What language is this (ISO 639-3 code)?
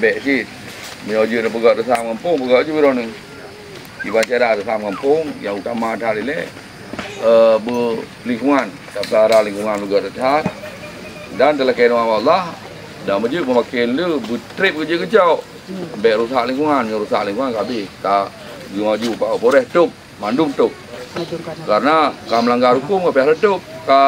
ace